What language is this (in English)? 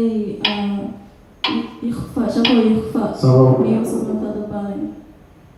Divehi